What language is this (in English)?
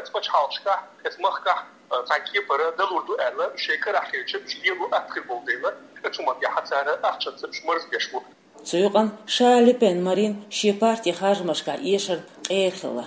Chechen